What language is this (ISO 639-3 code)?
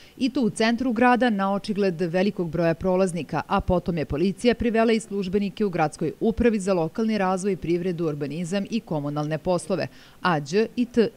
srp